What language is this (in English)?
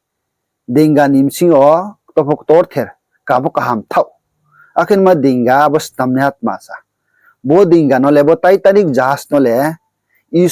Riang (India)